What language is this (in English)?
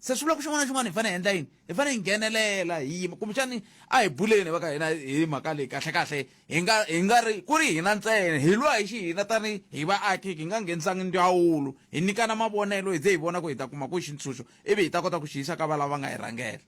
Tsonga